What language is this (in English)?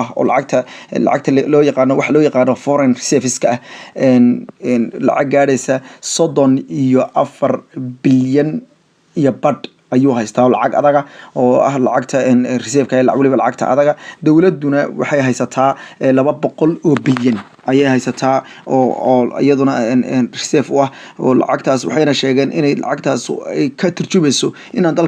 Somali